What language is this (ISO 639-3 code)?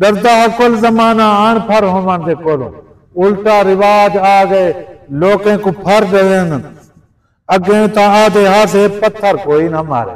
skr